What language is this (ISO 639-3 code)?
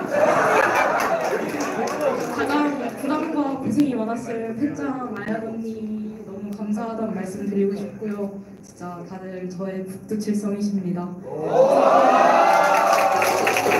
kor